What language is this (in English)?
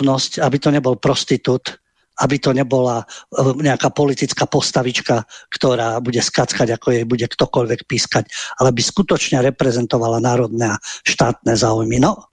Slovak